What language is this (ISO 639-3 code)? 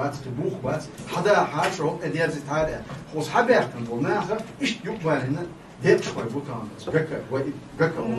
che